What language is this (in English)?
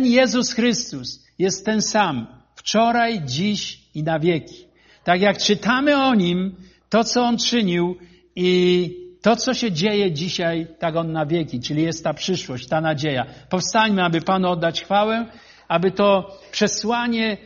Polish